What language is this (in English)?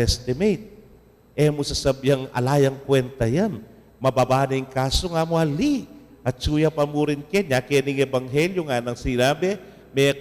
Pampanga